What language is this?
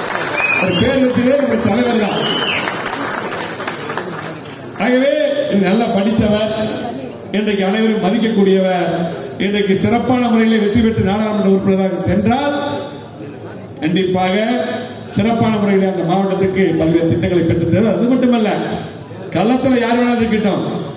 Tamil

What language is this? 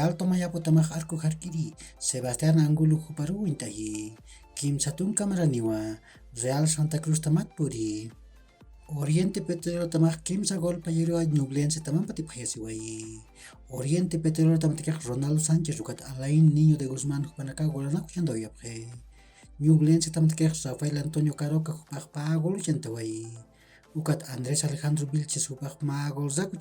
Aymara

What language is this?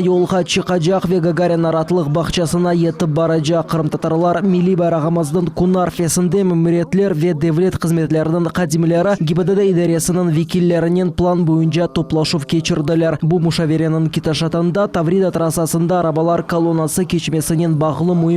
Crimean Tatar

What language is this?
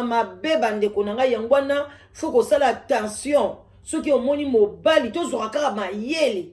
Lingala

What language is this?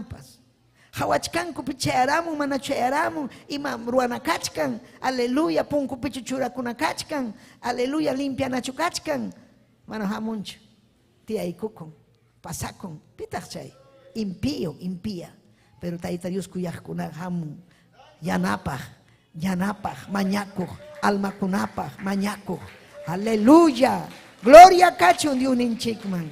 Ayacucho Quechua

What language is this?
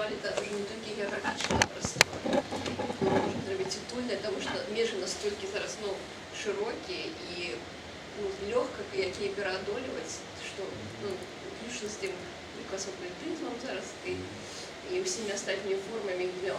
Belarusian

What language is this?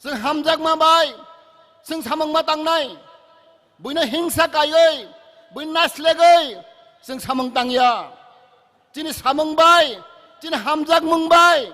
Kok Borok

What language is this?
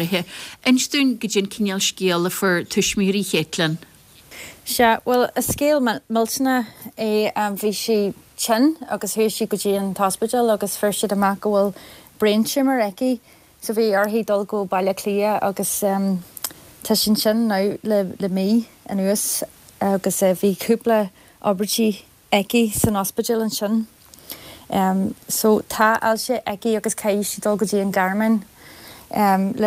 Irish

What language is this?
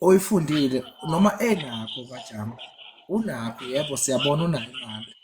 Zulu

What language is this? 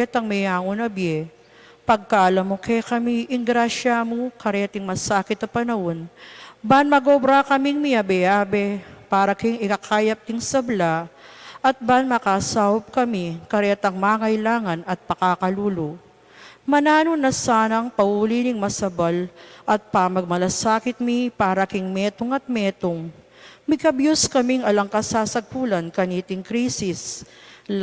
Pampanga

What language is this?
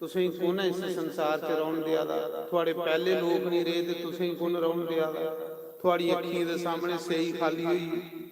Dogri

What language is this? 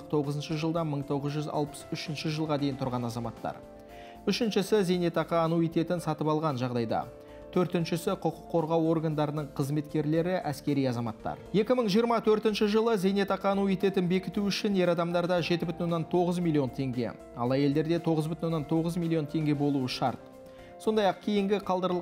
Kazakh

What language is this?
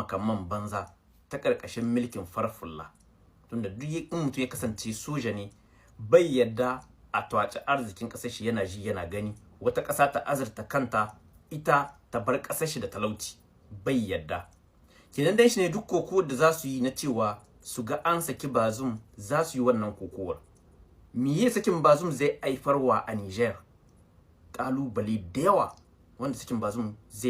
Hausa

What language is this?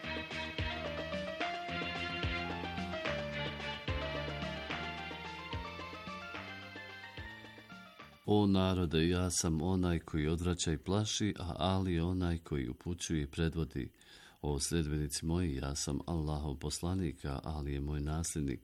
Bosnian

